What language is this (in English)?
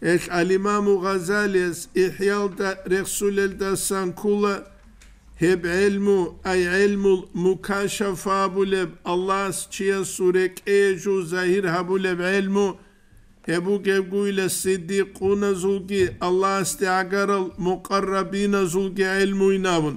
Avaric